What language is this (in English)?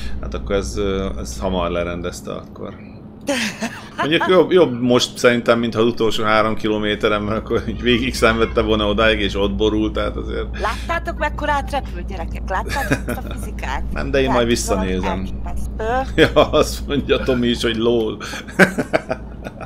Hungarian